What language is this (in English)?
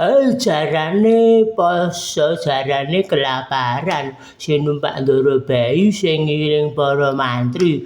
Javanese